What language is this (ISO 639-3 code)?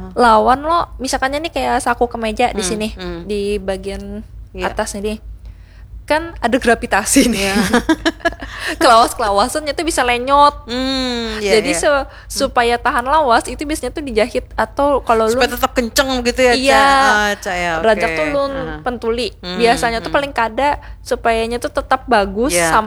bjn